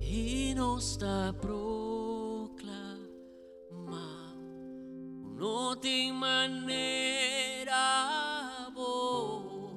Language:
Papiamento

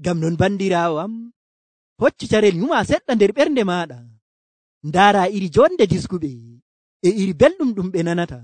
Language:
Nigerian Fulfulde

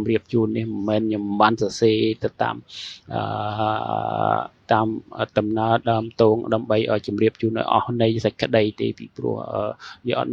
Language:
Khmer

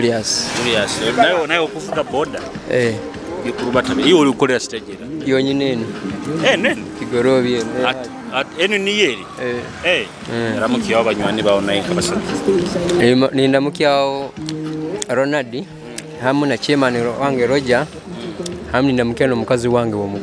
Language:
Nyoro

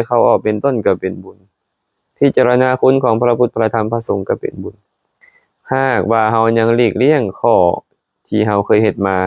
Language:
Lao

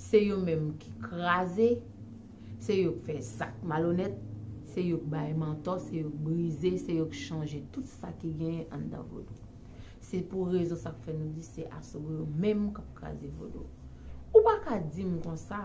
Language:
Haitian Creole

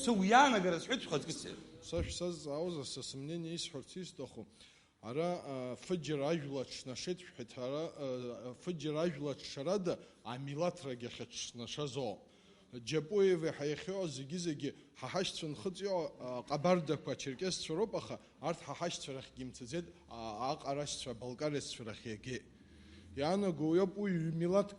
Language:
Abkhazian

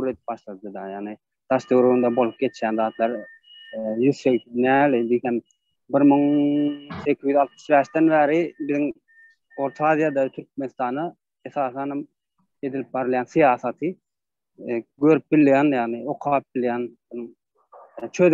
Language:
Turkmen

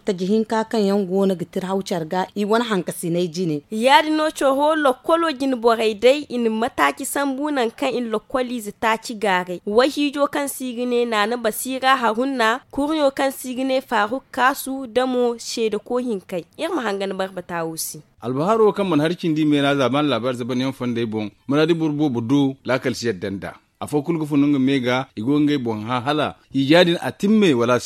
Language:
Zarma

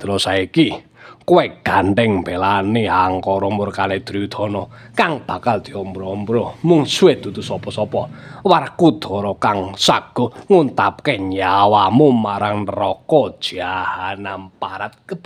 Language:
Javanese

